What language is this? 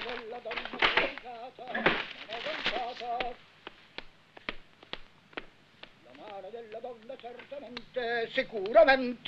Italian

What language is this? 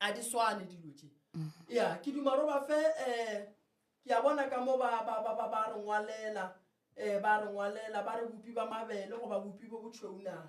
Northern Sotho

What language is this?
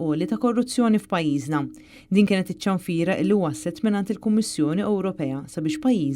Maltese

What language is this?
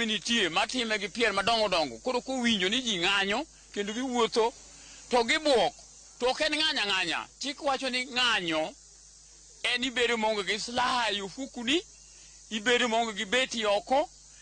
Luo (Kenya and Tanzania)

